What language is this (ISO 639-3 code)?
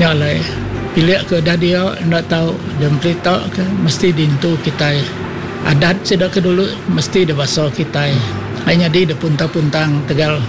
iba